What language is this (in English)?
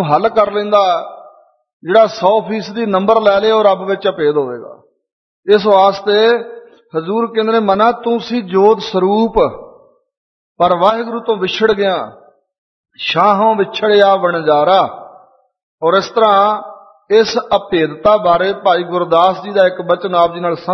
Punjabi